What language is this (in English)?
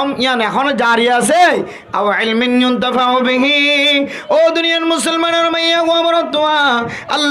Rohingya